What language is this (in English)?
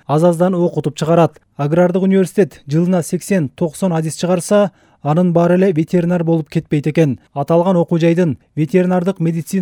Kyrgyz